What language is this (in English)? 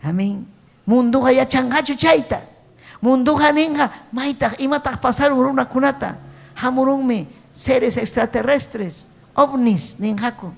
Ayacucho Quechua